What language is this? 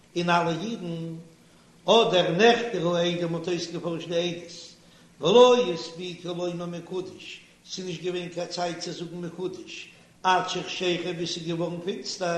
Yiddish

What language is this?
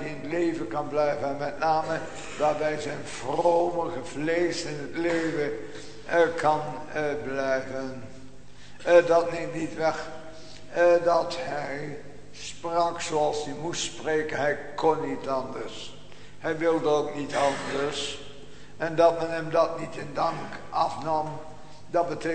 Dutch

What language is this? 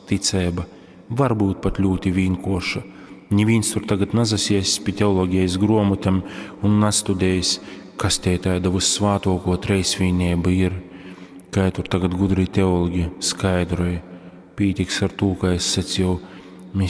Latgalian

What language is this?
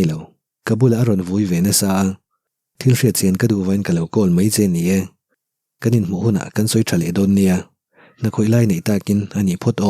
Mizo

